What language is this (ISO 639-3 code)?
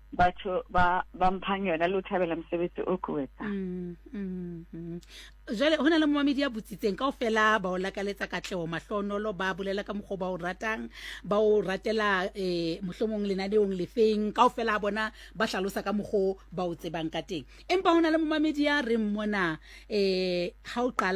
sot